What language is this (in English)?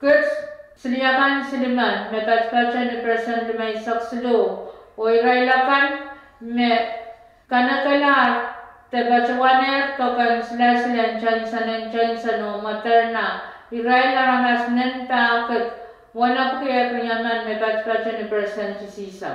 Pohnpeian